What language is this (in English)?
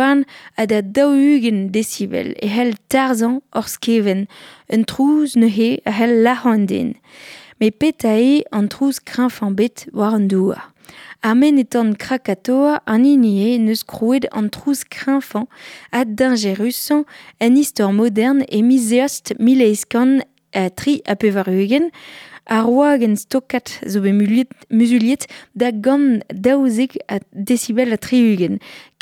Breton